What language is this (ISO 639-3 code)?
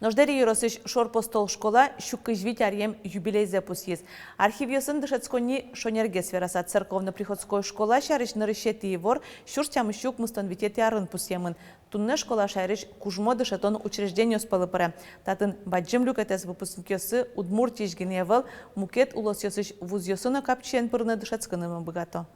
udm